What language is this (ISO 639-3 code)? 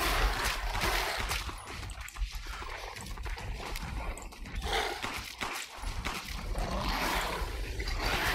ces